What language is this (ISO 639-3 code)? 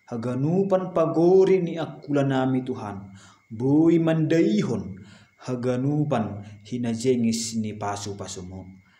bts